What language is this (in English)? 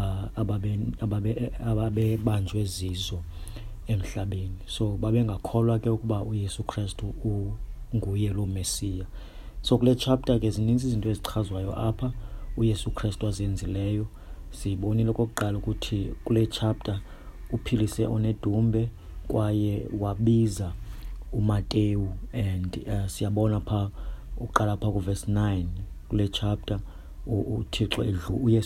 Xhosa